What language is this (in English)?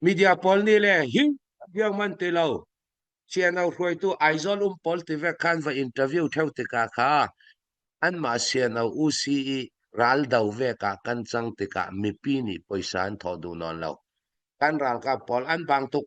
Falam Chin